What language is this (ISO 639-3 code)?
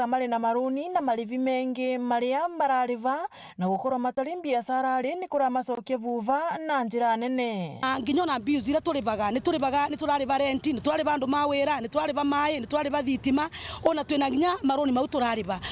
mer